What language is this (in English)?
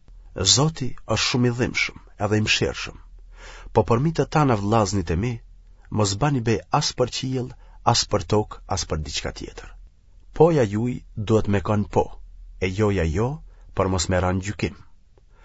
Albanian